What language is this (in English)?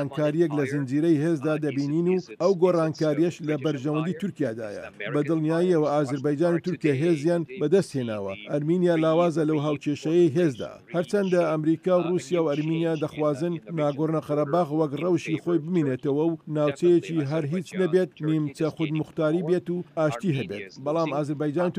Central Kurdish